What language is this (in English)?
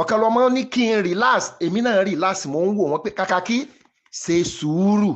Yoruba